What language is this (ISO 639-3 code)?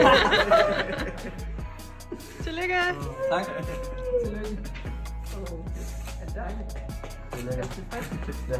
dan